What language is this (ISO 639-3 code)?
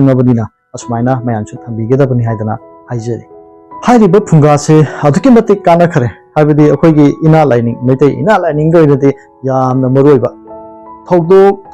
mni